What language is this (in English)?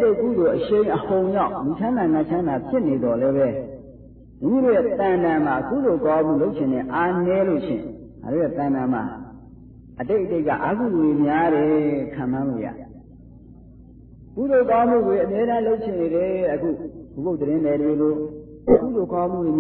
Burmese